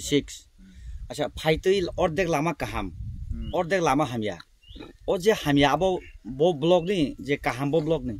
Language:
Kok Borok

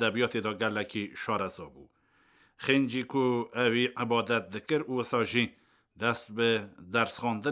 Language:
Kurdish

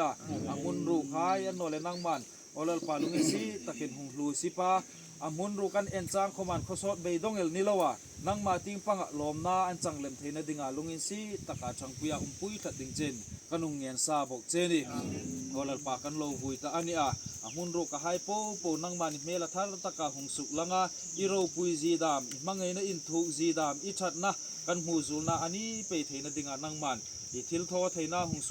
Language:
Hmar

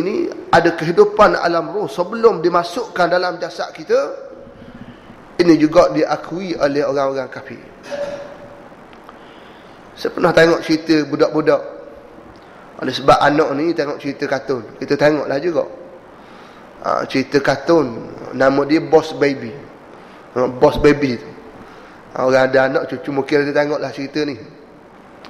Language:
Malay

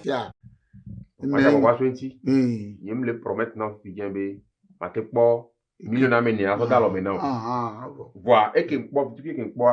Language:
Ewe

